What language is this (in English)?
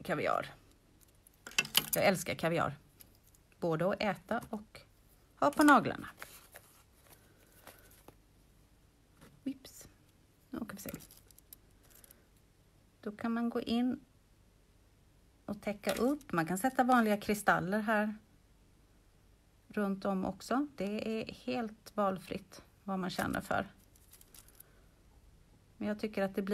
Swedish